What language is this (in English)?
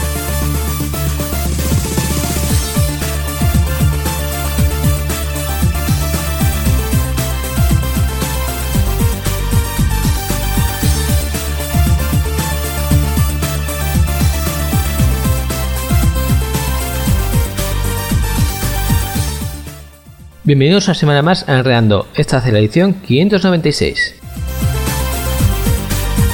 Spanish